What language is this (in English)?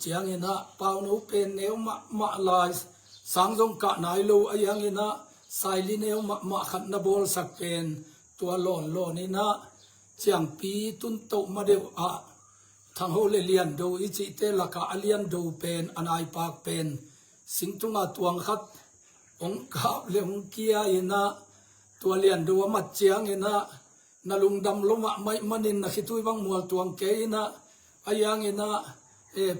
Tedim Chin